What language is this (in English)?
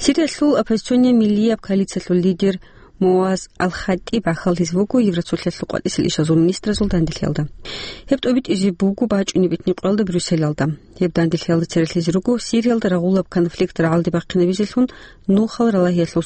Avaric